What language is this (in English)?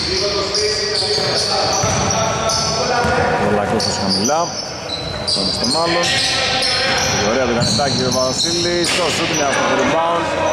Greek